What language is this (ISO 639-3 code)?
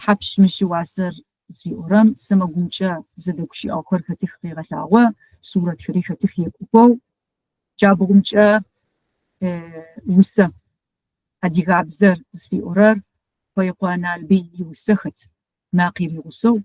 ady